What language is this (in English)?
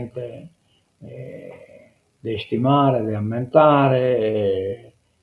Sardinian